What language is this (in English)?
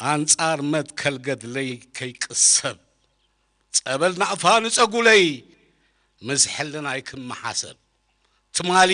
Tigrinya